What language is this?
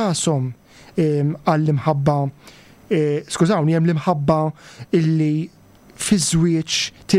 Maltese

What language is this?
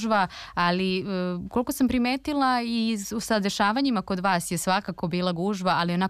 Serbian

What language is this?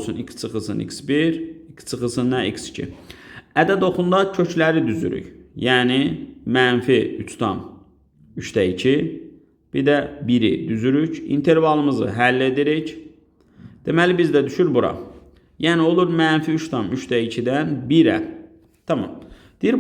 Azerbaijani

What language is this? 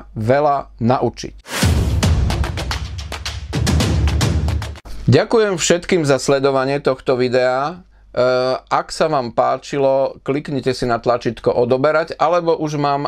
Slovak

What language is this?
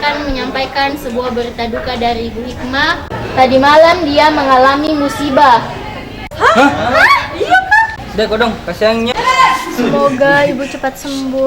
Makassar Malay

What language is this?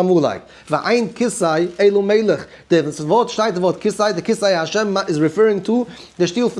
Yiddish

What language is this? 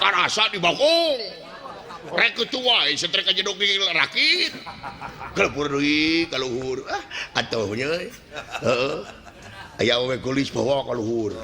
Sundanese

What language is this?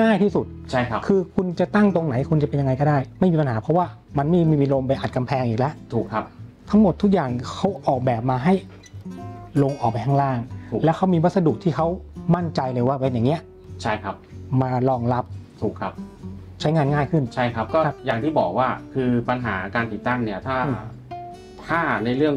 Thai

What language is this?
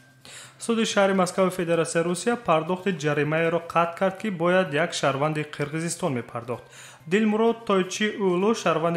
Tajik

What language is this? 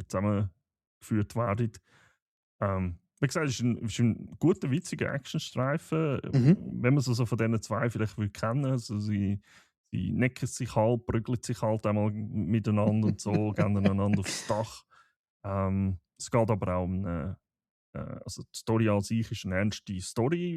Swiss German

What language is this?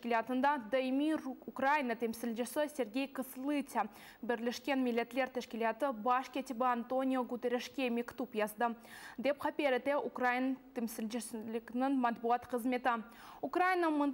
Crimean Tatar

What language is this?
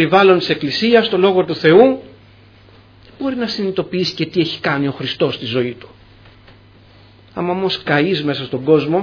Greek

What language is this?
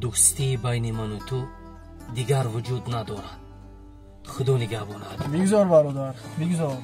Tajik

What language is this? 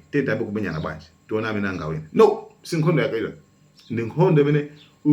Nyanja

